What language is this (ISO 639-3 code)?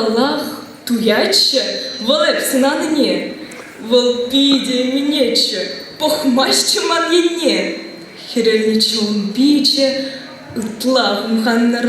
chv